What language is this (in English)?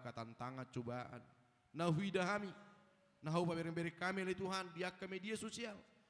Batak Toba